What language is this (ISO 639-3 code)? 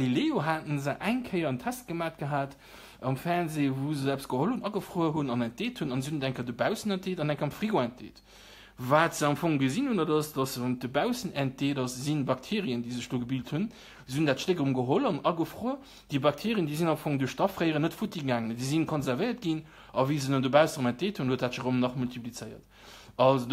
ltz